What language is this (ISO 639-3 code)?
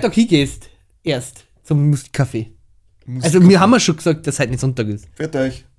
bar